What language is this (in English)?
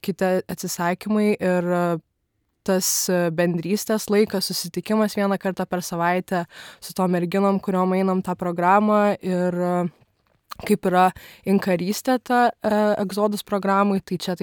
Lithuanian